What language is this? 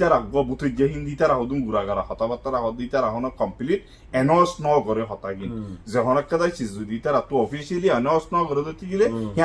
Rohingya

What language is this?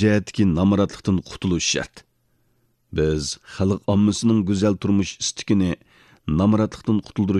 Uyghur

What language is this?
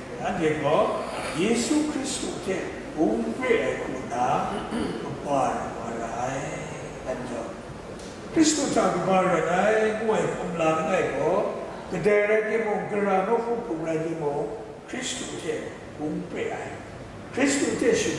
Kachin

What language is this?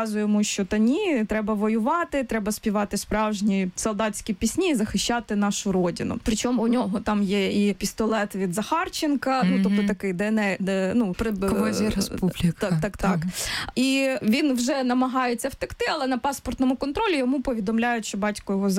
Ukrainian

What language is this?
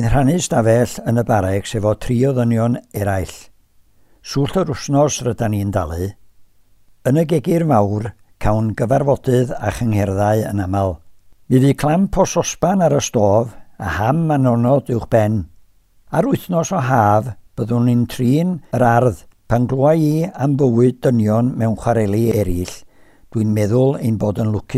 Welsh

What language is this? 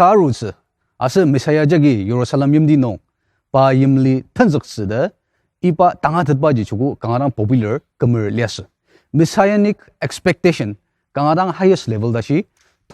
Ao Naga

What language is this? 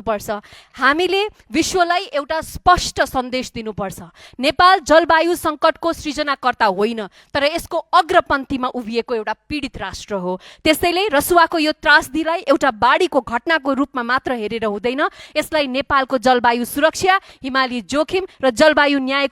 Nepali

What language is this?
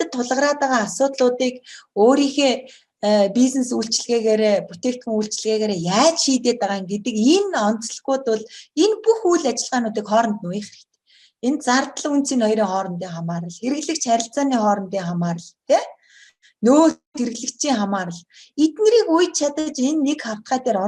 Mongolian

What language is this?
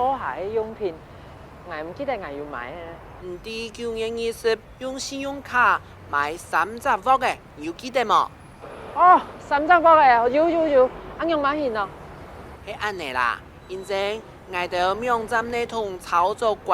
Hakka Chinese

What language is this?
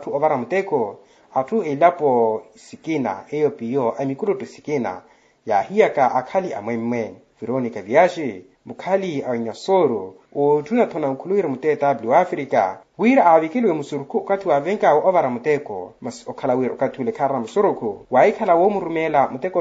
Makhuwa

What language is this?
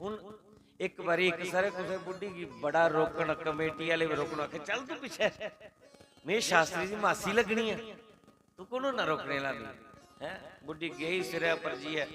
Dogri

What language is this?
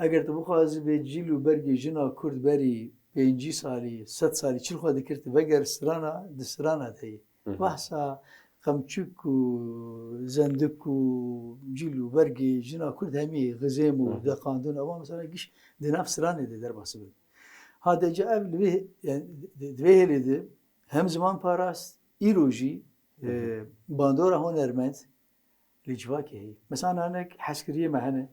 Kurdish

